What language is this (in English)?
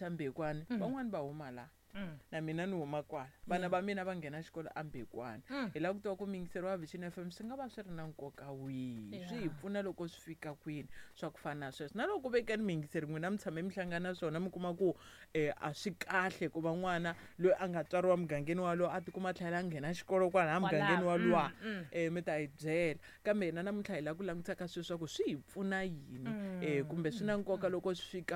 Tsonga